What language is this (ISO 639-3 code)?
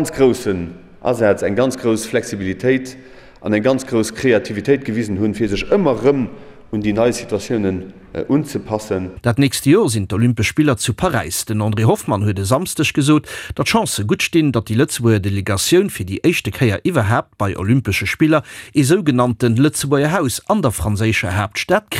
ltz